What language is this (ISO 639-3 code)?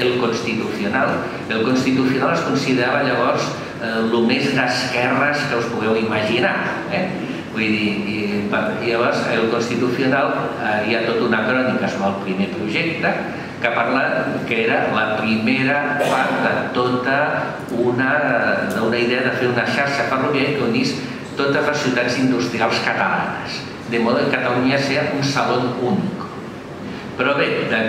cat